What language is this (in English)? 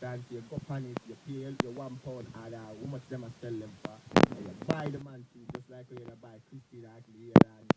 Jamaican Creole English